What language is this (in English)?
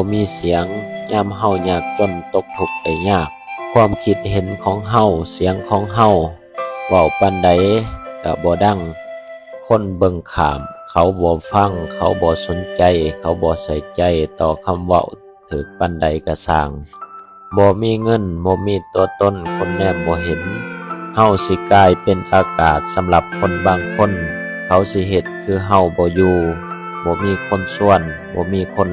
Lao